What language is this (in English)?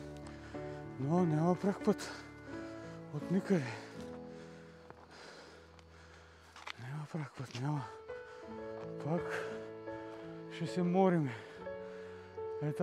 Bulgarian